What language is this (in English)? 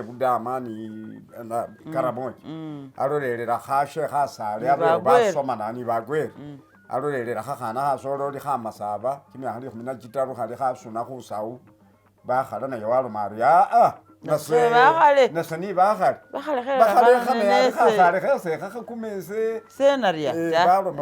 Masaaba